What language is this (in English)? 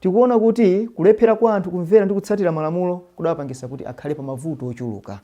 Nyanja